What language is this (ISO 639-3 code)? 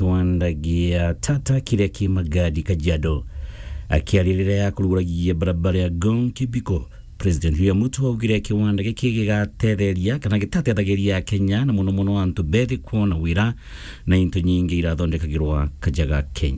mer